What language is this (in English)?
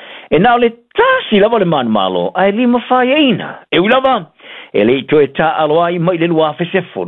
Samoan